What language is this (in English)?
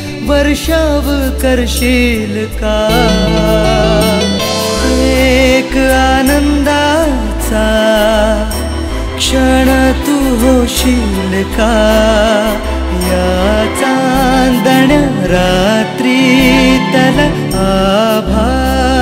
Marathi